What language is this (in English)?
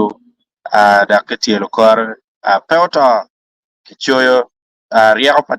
Acoli